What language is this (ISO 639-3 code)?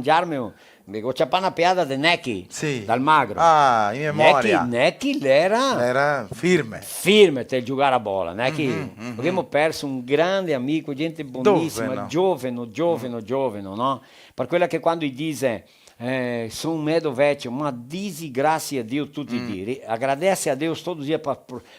vec